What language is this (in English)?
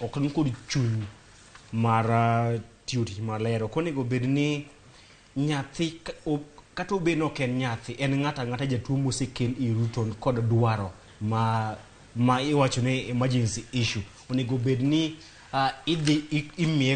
Luo (Kenya and Tanzania)